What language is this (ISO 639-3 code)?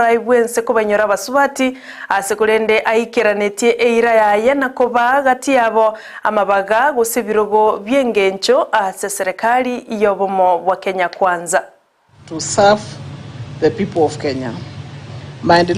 guz